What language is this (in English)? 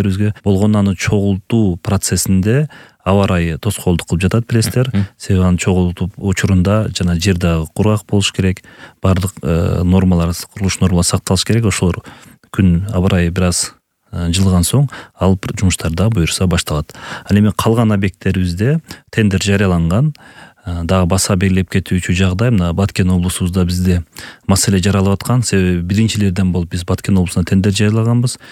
Kyrgyz